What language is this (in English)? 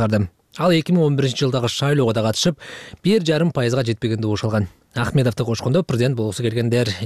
Kyrgyz